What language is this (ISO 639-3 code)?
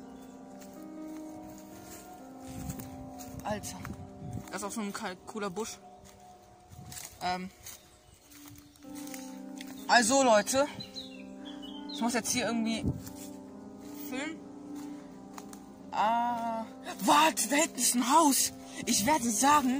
deu